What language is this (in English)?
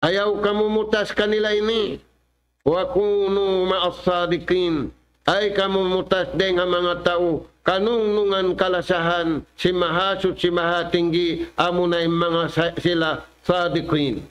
Tausug